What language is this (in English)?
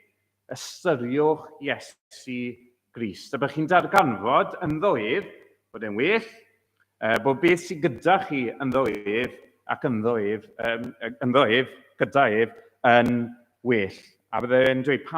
Welsh